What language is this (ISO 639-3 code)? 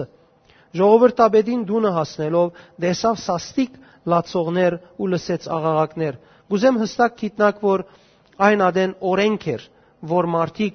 hyw